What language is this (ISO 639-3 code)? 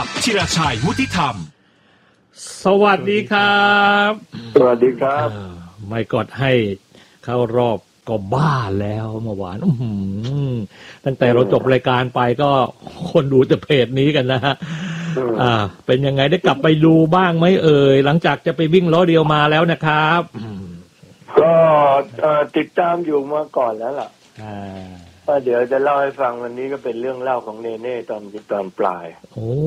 tha